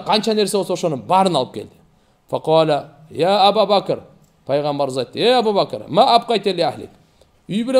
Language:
Kyrgyz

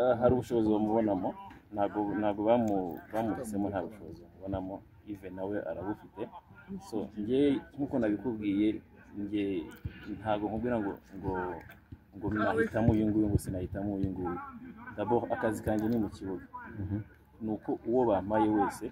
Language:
Kinyarwanda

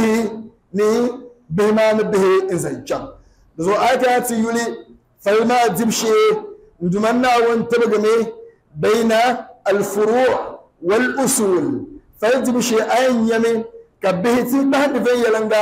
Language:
Dagbani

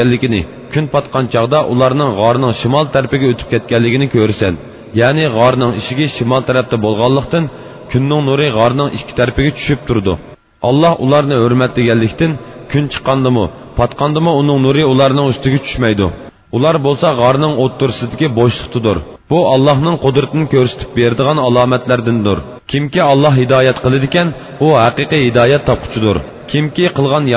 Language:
Uyghur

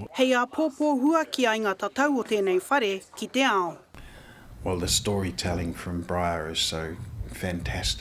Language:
Māori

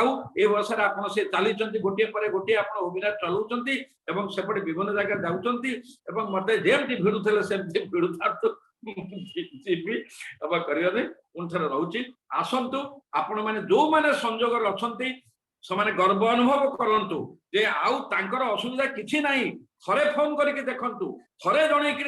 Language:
Odia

